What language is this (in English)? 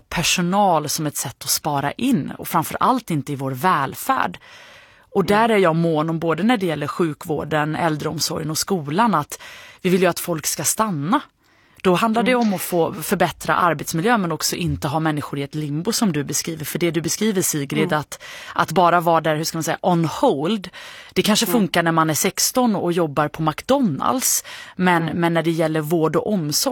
Swedish